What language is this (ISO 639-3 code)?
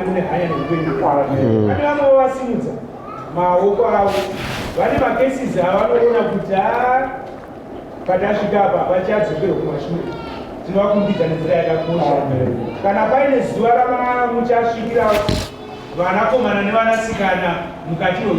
sna